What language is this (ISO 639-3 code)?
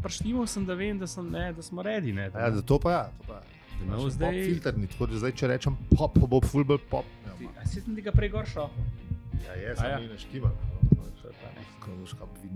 slv